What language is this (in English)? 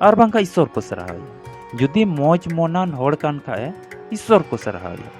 Santali